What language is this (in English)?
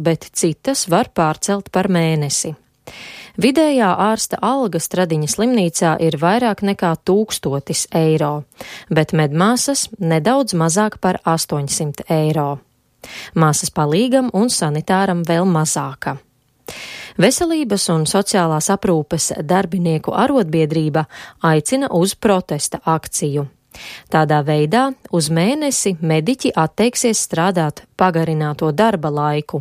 Latvian